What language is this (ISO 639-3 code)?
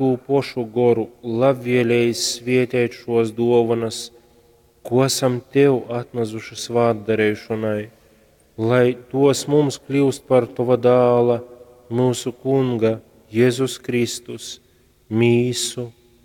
ltg